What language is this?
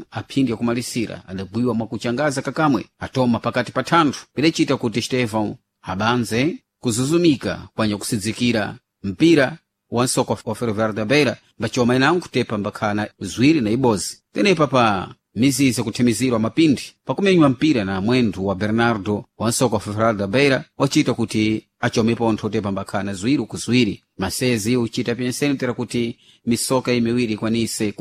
Sena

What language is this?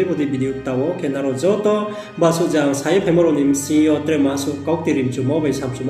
Riang (India)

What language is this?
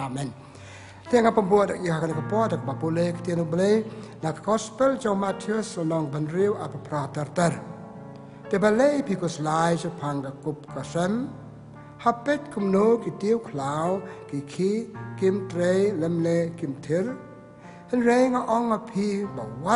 Khasi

